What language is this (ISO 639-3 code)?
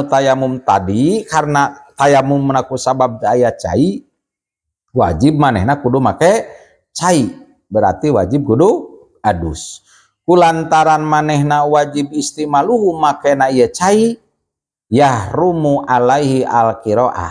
sun